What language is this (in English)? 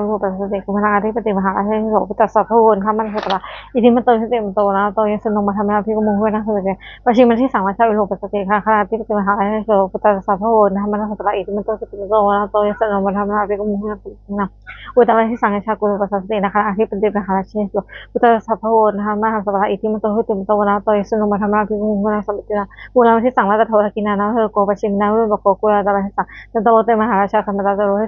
Pali